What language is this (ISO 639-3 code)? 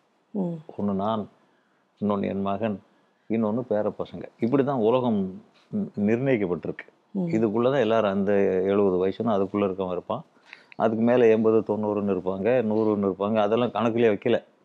tam